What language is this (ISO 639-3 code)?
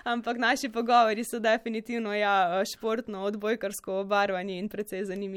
slv